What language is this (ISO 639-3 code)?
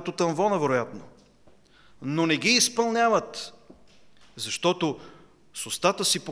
bul